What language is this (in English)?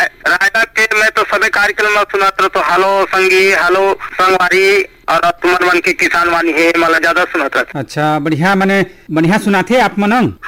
Chhattisgarhi